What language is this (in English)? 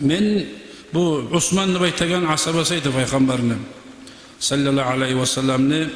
Kumyk